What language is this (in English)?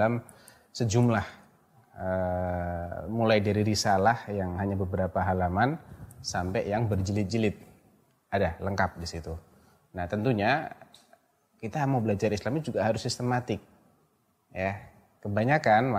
Indonesian